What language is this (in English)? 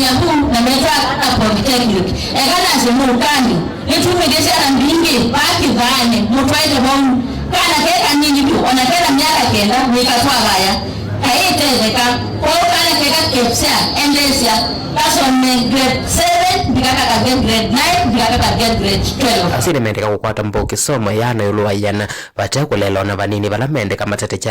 Kamba